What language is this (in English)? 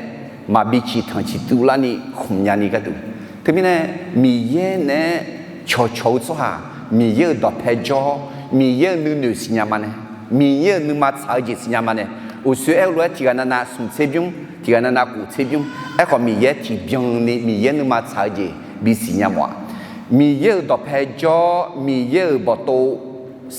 Akha